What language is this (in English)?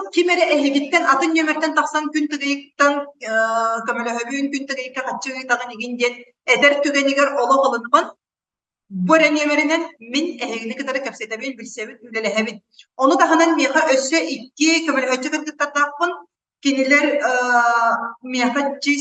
Yakut